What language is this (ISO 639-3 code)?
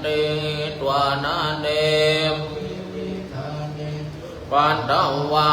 pli